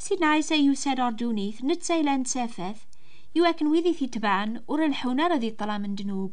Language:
Kabyle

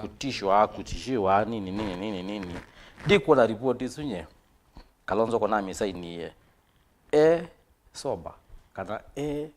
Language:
Kamba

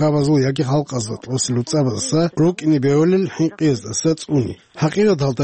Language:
Avaric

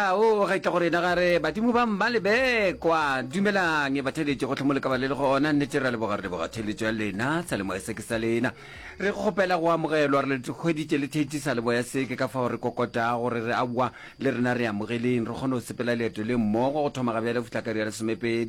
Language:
Northern Sotho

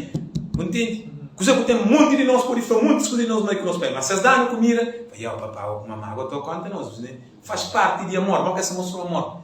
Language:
Kabuverdianu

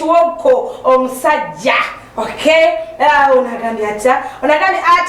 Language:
Ganda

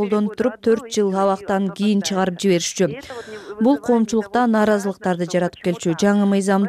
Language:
Kyrgyz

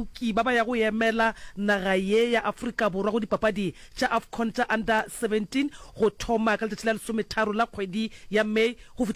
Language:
Northern Sotho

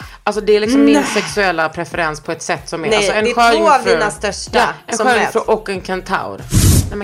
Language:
Swedish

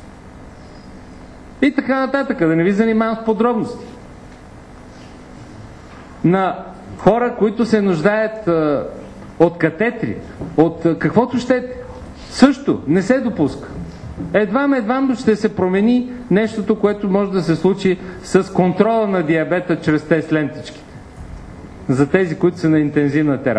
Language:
Bulgarian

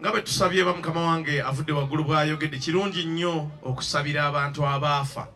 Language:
Ganda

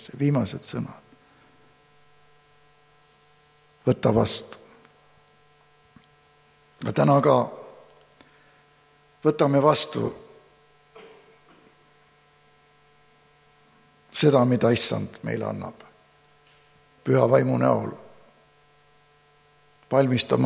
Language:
Estonian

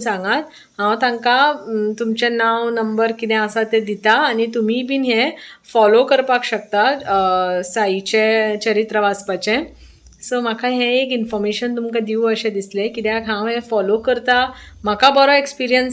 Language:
Konkani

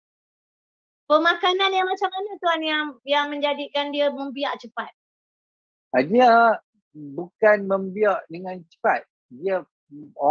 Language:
Malay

